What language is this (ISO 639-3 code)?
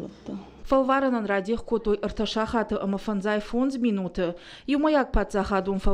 oss